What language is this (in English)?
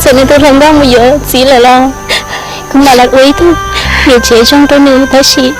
Hmong